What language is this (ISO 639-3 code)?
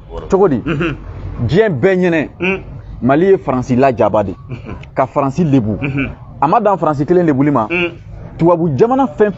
bam